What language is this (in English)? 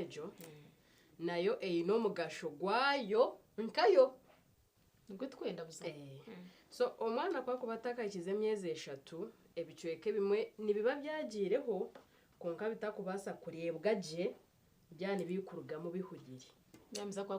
Nyankole